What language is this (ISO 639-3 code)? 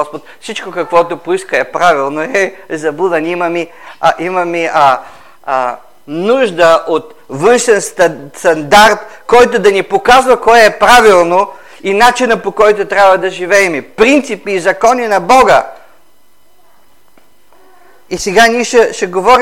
bul